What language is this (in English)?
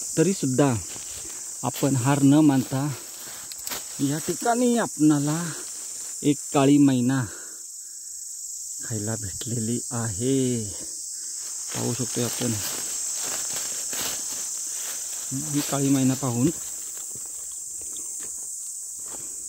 Marathi